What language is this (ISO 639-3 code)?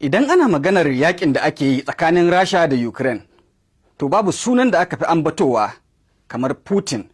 hau